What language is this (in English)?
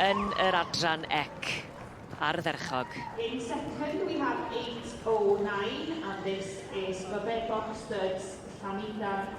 Welsh